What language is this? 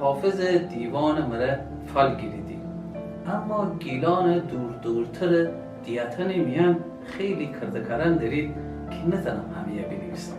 Gilaki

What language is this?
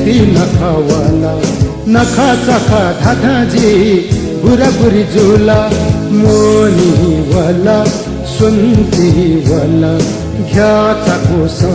Newari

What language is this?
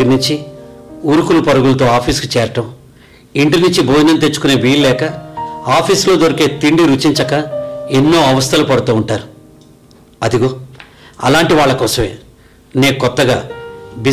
Telugu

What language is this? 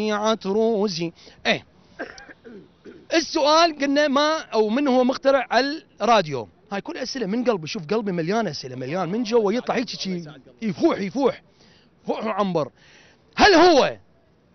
Mesopotamian Arabic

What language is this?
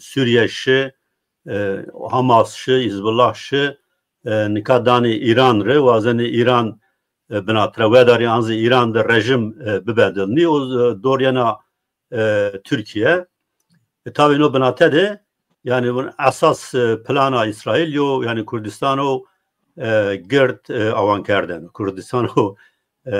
Zaza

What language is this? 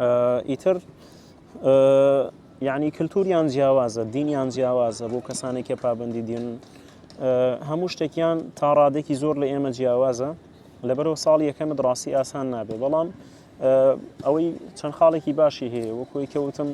Central Kurdish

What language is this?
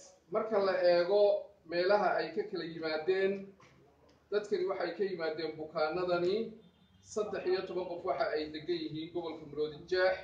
Somali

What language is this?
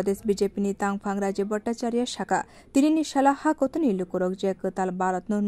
Kok Borok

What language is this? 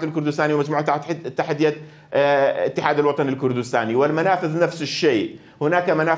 Mesopotamian Arabic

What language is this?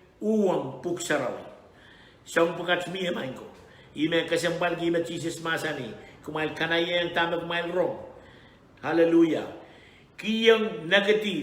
Pohnpeian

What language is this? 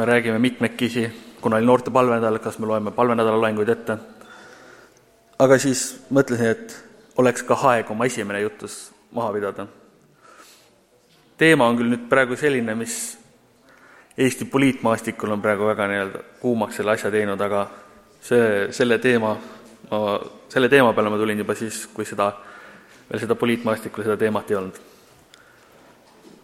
Estonian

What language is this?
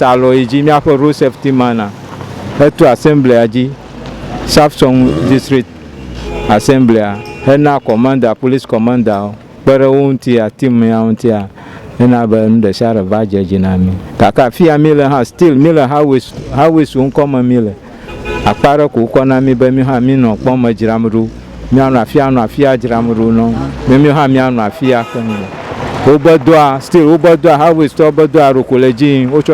Ewe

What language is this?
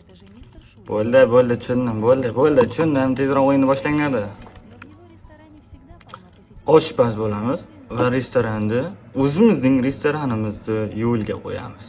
Uzbek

